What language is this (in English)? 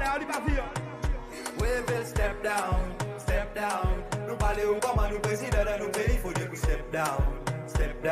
Seselwa Creole French